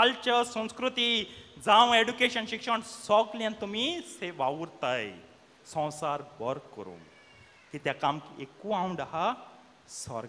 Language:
Konkani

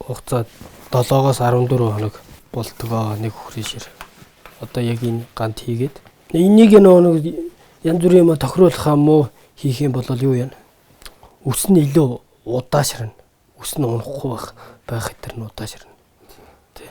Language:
Mongolian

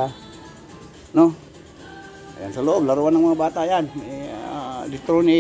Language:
Filipino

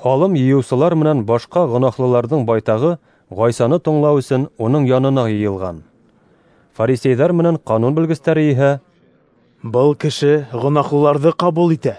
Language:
Bashkir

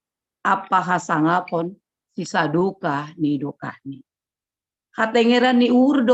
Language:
Batak Simalungun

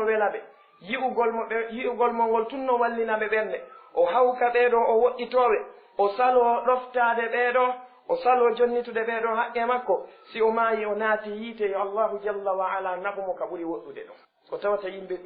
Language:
Fula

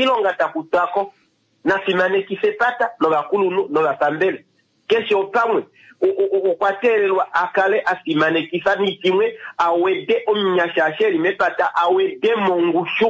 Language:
Kuanyama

